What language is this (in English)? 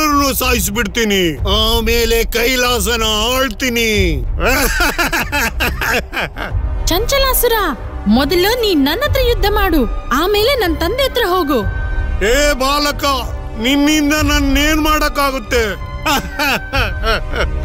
Kannada